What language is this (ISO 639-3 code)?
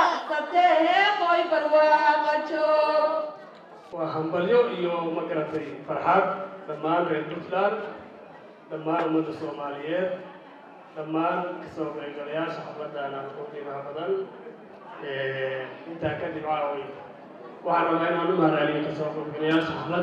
som